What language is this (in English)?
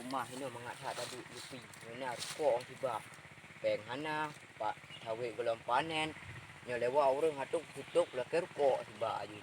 Achinese